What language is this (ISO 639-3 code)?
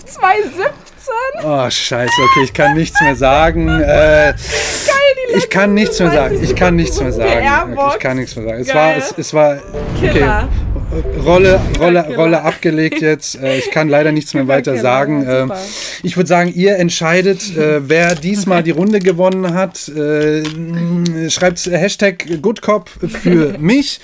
deu